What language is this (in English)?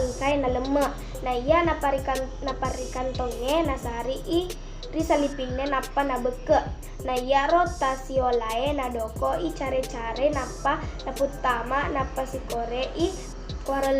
Buginese